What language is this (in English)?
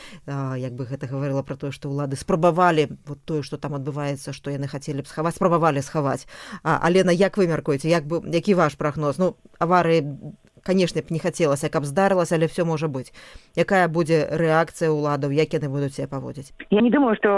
Belarusian